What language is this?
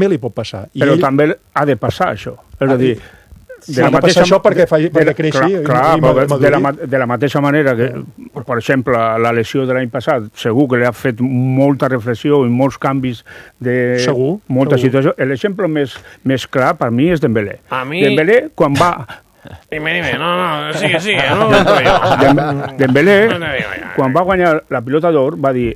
Catalan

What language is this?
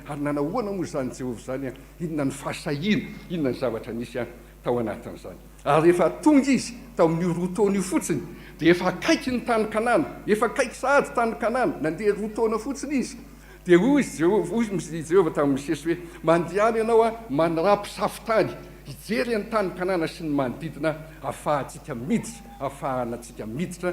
Malagasy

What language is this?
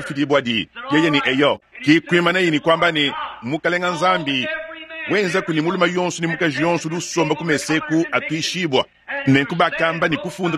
Luba-Lulua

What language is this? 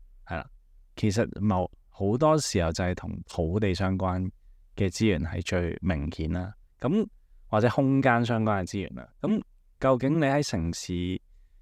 Cantonese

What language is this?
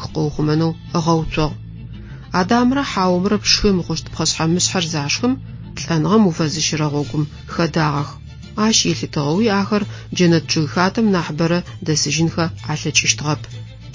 Adyghe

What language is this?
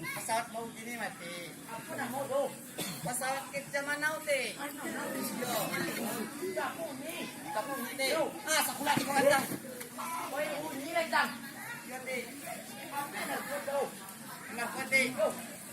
Minangkabau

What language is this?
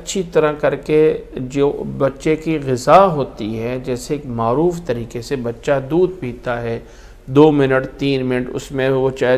Urdu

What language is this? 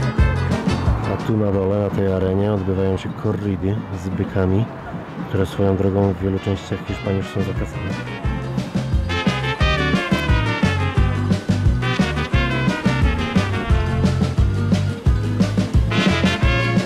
Polish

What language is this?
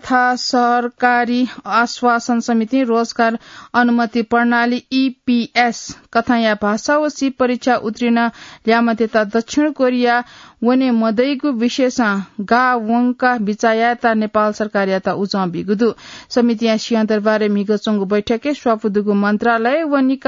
Newari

